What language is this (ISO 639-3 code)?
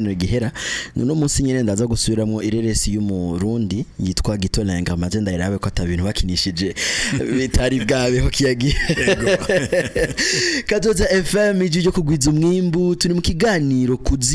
run